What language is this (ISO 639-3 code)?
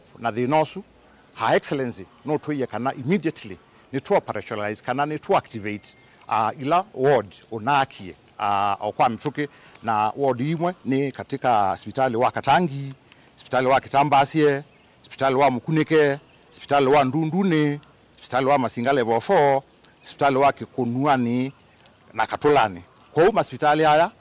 kam